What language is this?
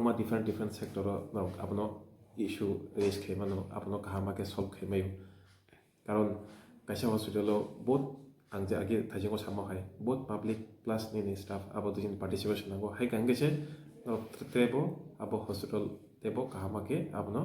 Riang (India)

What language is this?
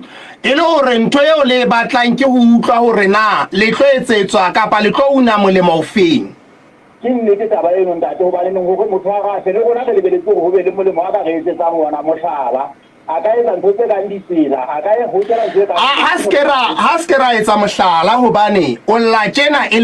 Southern Sotho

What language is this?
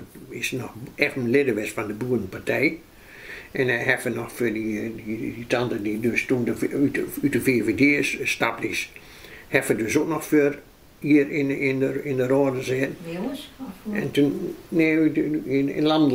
Dutch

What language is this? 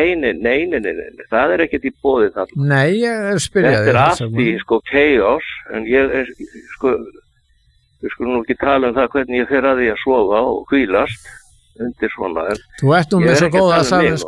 Icelandic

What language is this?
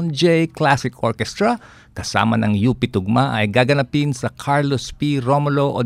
Filipino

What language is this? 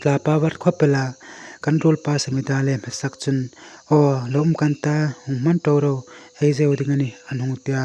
Hmar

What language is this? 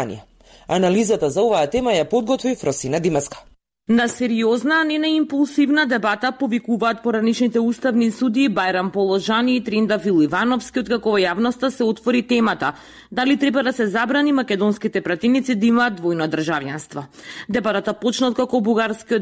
Macedonian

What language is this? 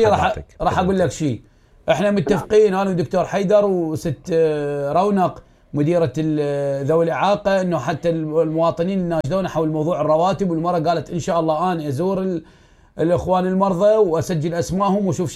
Mesopotamian Arabic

